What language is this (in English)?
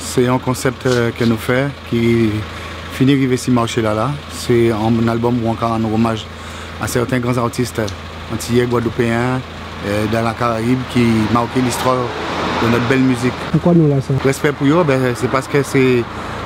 Guadeloupean Creole French